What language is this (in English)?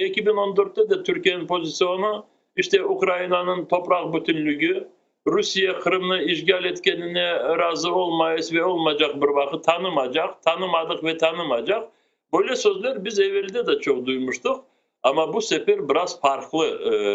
Crimean Tatar